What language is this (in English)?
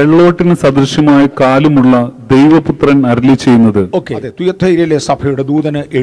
Malayalam